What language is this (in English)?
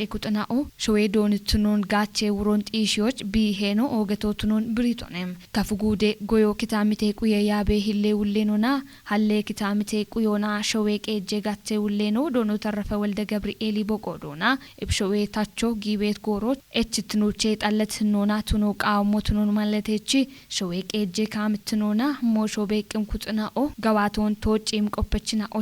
Kafa